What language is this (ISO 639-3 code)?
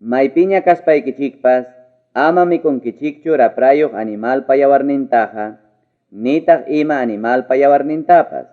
quy